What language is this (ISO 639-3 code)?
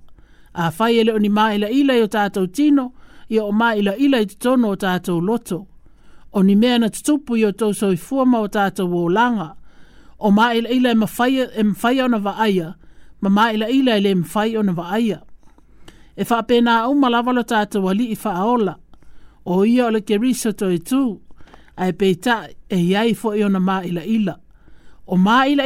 smo